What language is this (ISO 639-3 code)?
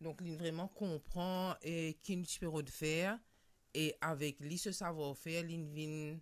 mfe